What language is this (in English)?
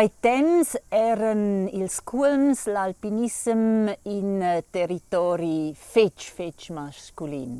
Romansh